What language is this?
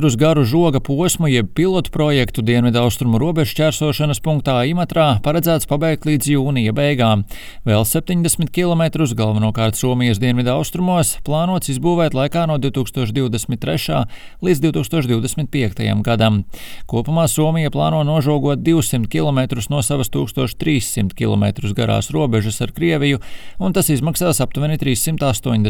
Latvian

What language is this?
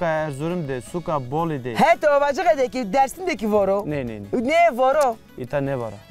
Zaza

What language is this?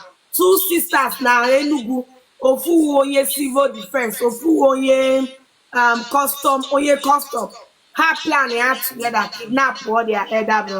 Igbo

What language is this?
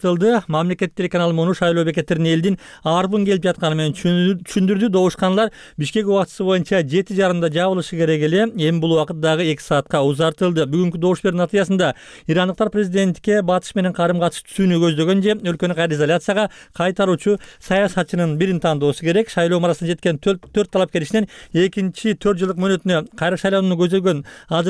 Kyrgyz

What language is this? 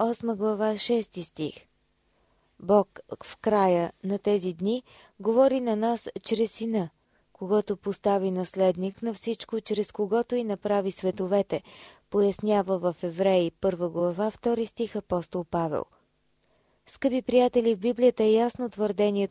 Bulgarian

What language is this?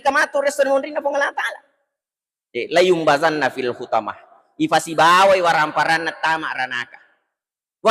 Buginese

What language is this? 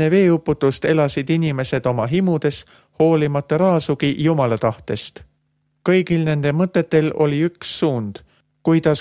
Estonian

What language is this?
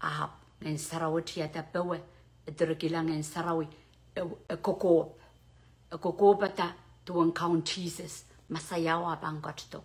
Pohnpeian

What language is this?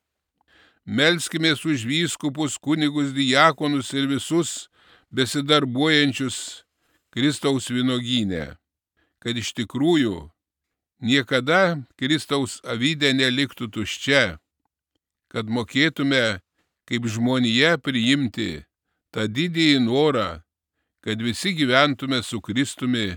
Lithuanian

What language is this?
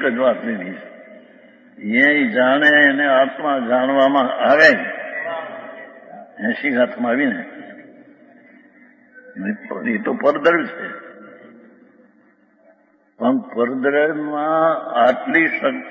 Gujarati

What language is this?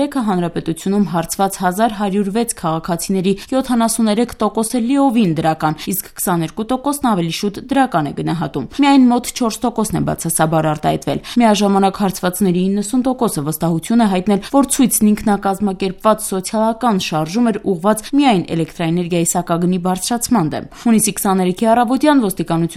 Armenian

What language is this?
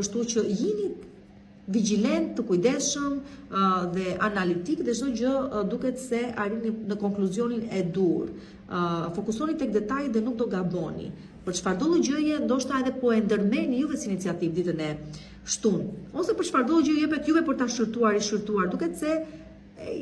Albanian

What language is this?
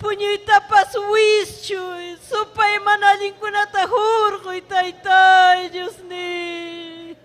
Ayacucho Quechua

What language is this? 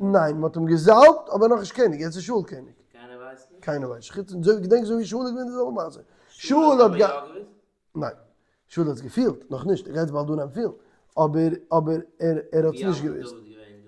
Yiddish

